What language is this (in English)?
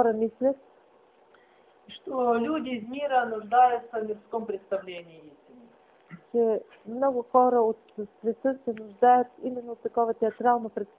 Bulgarian